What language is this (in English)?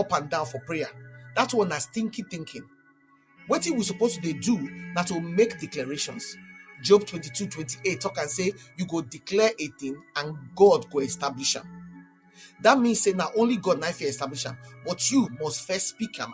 Nigerian Pidgin